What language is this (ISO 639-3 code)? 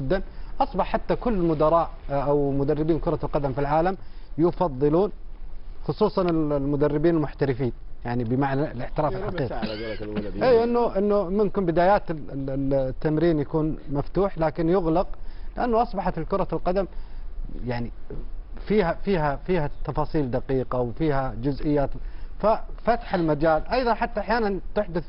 ara